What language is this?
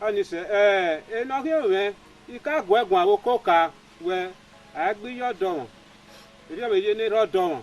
Bini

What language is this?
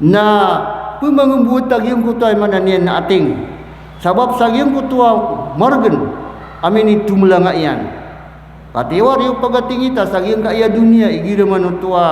Maranao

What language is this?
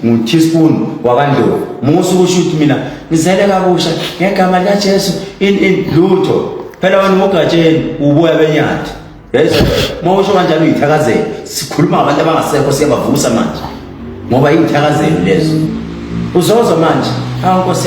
Zulu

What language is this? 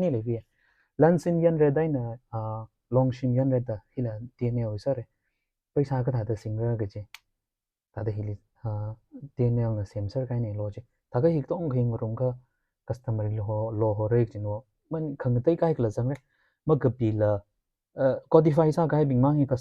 Tangkhul Naga (India)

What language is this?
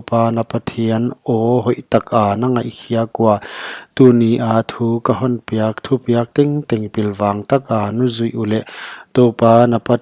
Paite Chin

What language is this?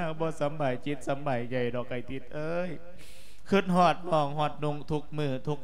Lao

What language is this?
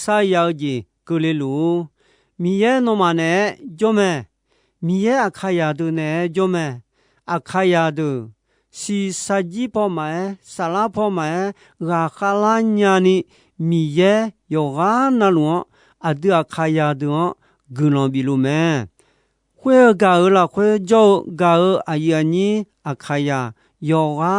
Akha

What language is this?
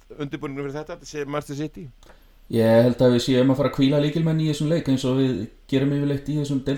Icelandic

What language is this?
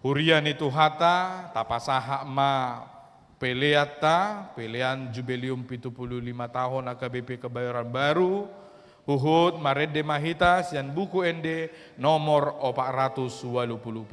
Batak Toba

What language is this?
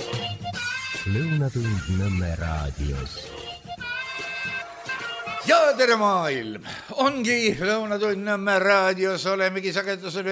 Estonian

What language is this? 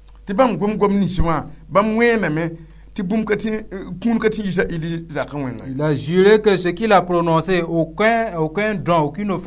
Mossi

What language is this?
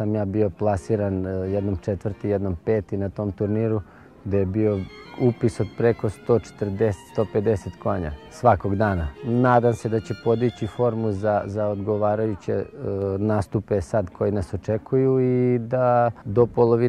Serbian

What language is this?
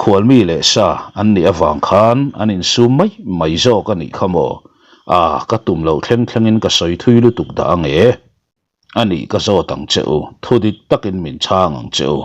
Mizo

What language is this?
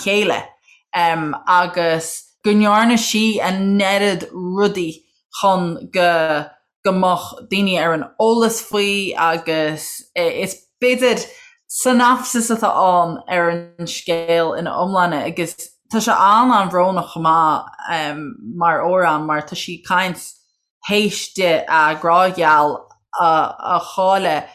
Irish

